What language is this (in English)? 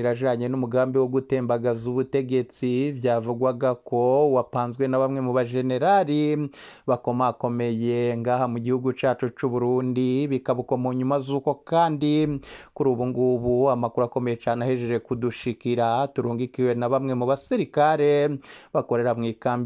Rundi